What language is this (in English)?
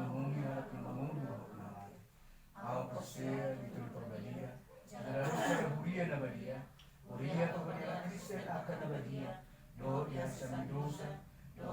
Batak Toba